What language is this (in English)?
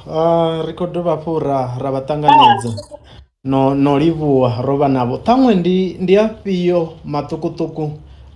Venda